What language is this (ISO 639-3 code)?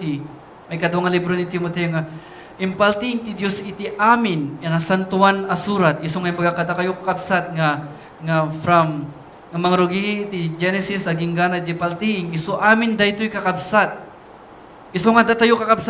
ilo